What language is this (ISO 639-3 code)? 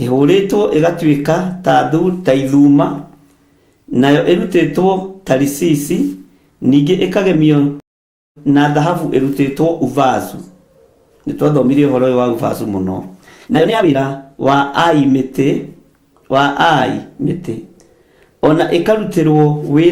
kik